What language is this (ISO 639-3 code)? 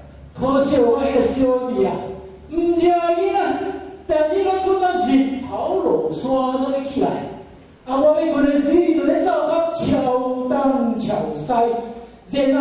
nan